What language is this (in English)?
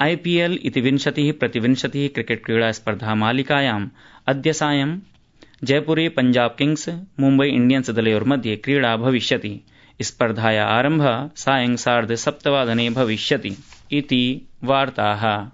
Sanskrit